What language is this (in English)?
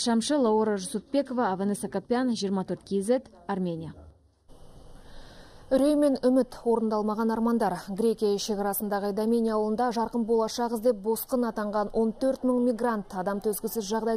Kazakh